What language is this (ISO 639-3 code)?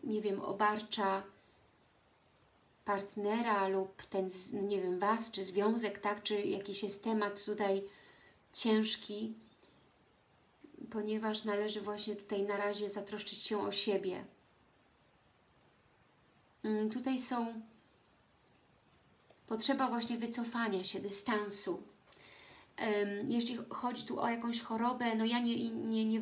pol